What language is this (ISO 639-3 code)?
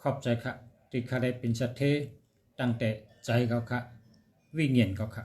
shn